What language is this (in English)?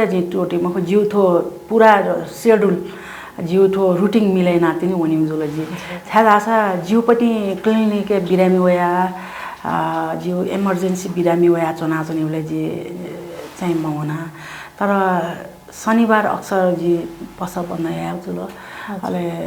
Newari